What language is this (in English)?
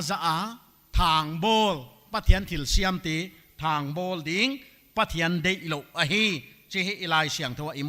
Paite Chin